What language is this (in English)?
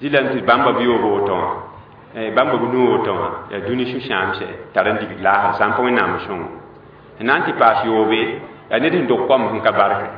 Mossi